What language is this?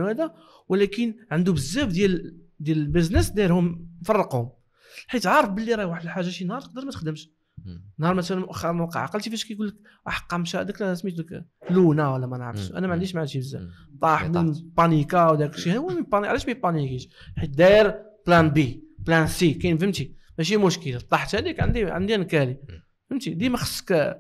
Moroccan Arabic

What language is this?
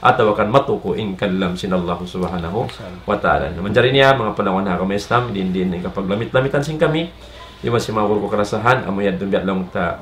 Tausug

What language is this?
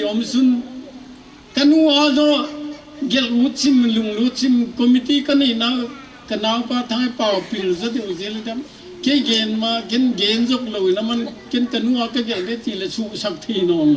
Paite Chin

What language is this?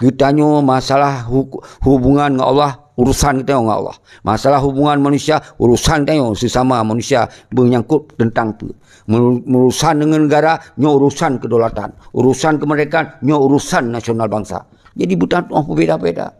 Achinese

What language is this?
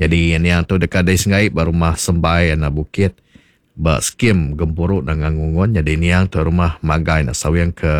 Iban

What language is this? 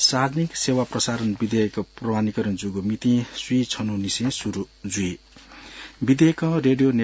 Newari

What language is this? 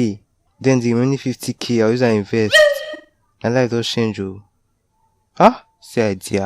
Nigerian Pidgin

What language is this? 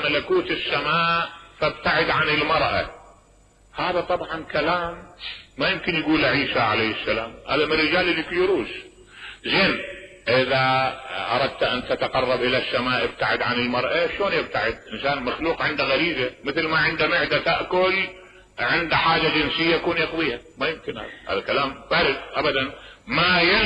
Mesopotamian Arabic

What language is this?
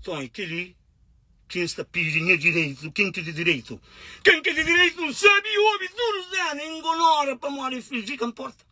Kabuverdianu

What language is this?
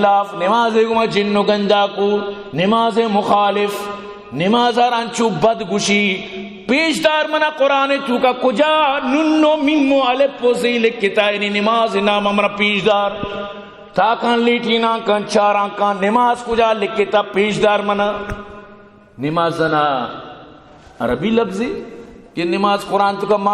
Eastern Balochi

